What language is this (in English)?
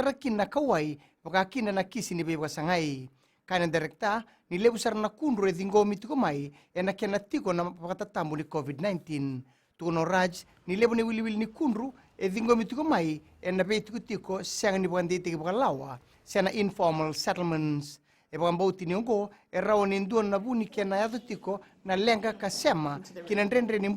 Fijian